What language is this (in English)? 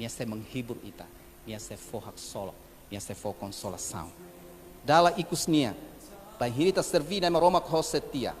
Tetum